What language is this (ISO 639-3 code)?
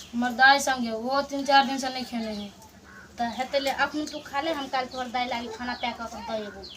mai